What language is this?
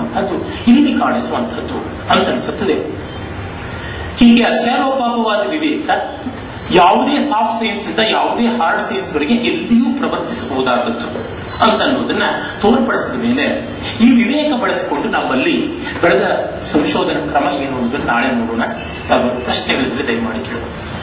Kannada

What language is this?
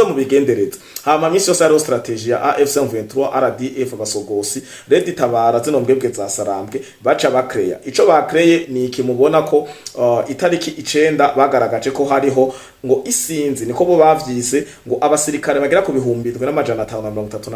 Rundi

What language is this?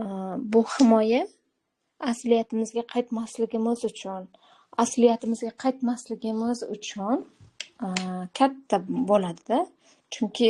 Uzbek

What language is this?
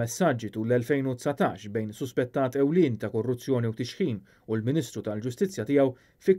Maltese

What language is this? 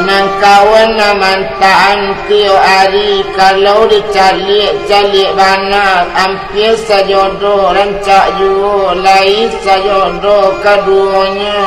Minangkabau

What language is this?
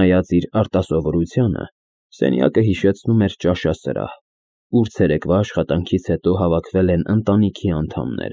Armenian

